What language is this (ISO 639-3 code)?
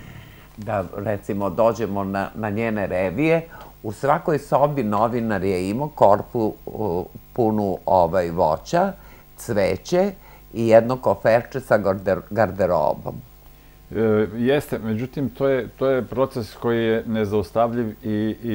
srp